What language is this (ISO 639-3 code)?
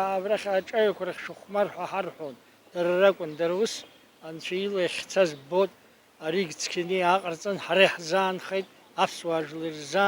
abk